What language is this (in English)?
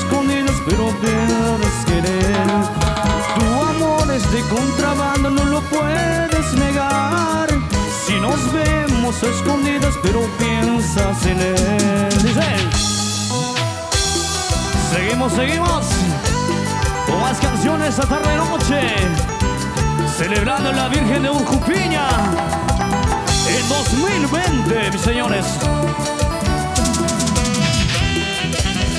Spanish